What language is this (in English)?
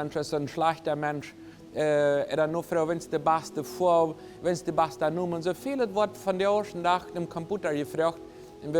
Plautdietsch